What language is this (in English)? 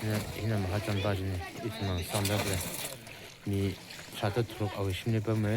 Tangkhul Naga (India)